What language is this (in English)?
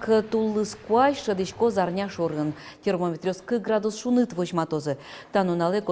Udmurt